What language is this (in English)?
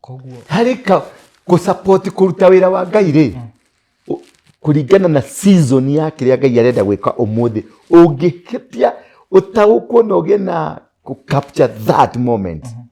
Kikuyu